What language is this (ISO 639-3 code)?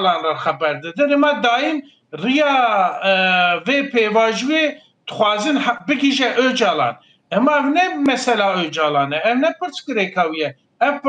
kur